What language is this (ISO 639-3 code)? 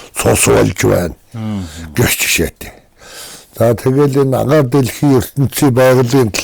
mon